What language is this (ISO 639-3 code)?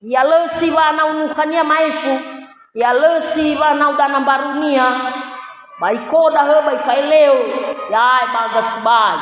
nia